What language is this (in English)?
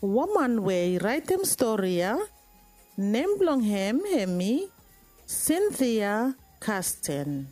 Bislama